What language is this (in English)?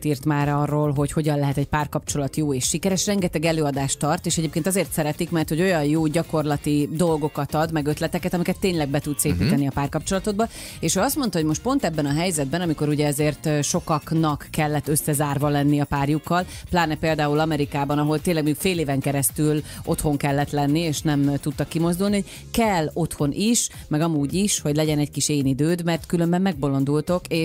Hungarian